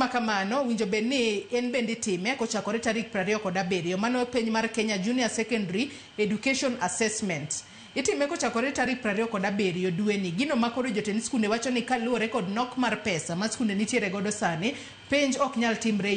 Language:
Luo (Kenya and Tanzania)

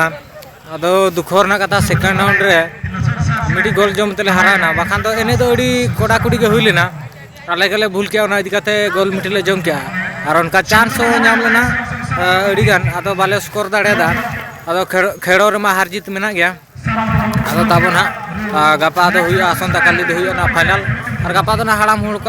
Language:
Santali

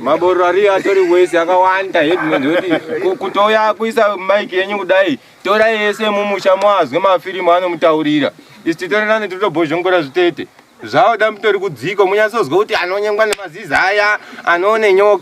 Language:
Shona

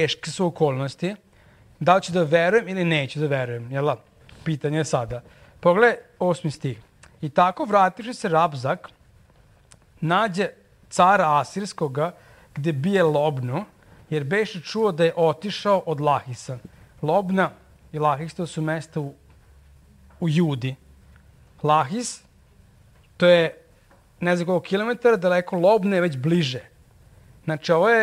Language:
Serbian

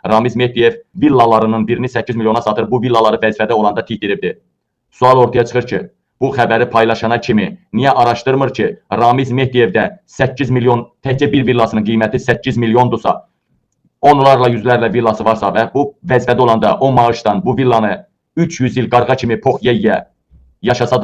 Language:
Azerbaijani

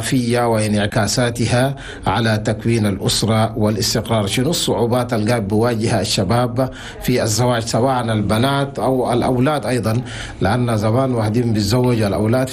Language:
Chadian Arabic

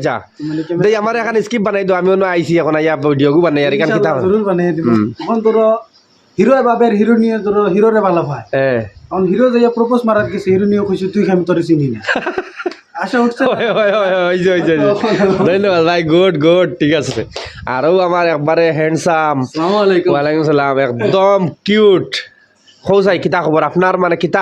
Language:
Sylheti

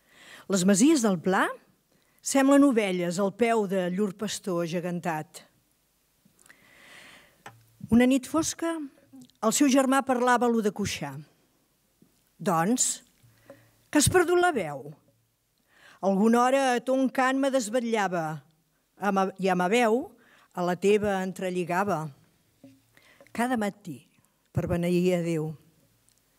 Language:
Catalan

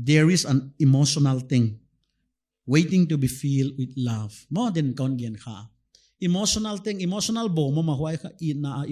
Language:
Paite Chin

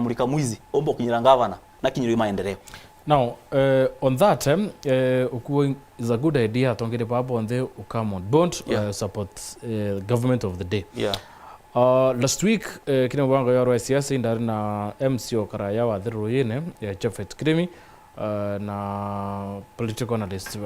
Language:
Meru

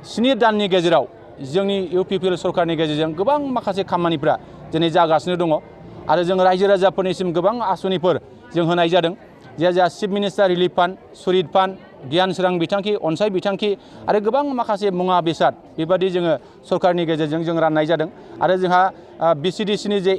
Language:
Bodo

